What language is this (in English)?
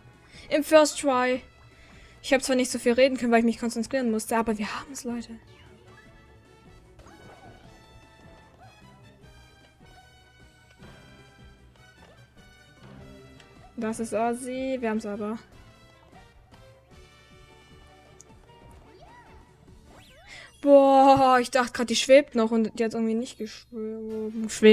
German